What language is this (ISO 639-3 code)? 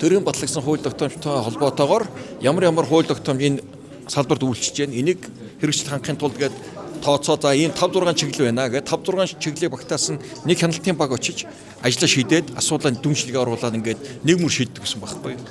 mon